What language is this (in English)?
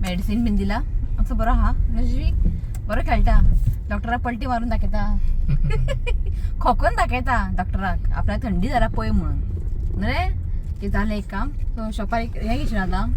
Konkani